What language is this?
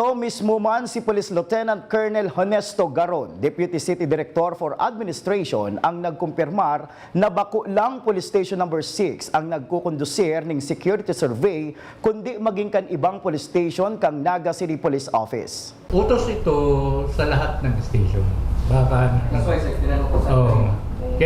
Bikol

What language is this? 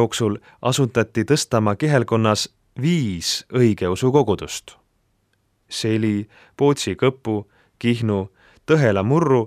Estonian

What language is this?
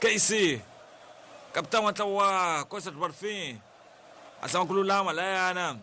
Tsonga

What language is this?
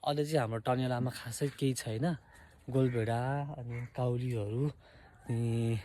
Nepali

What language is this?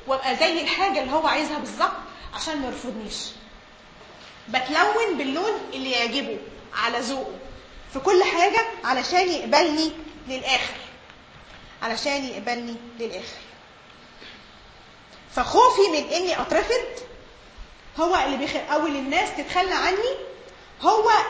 Egyptian Arabic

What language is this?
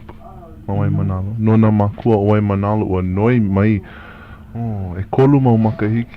Hawaiian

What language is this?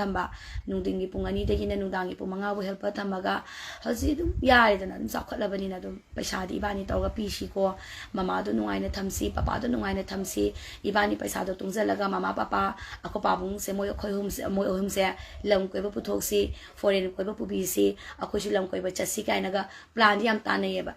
Manipuri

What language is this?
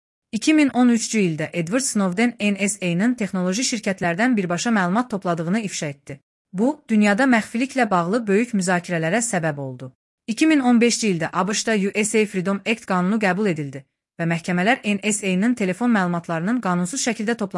Azerbaijani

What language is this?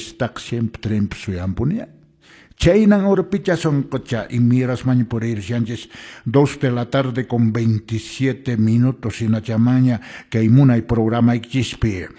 Quechua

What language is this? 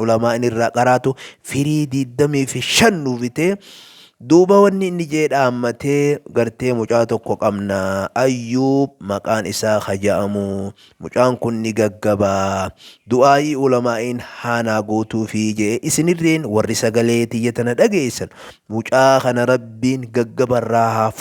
Oromo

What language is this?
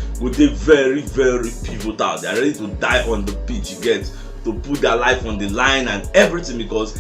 Nigerian Pidgin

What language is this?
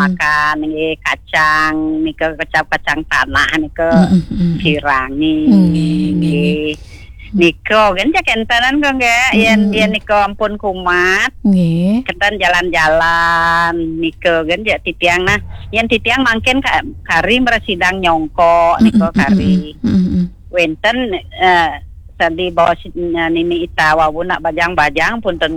Balinese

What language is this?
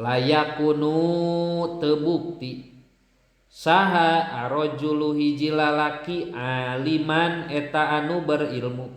Sundanese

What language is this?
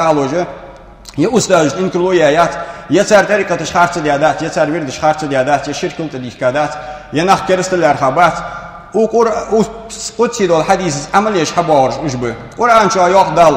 Ingush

